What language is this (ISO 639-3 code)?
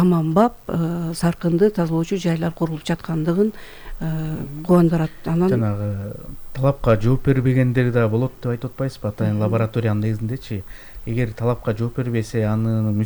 kir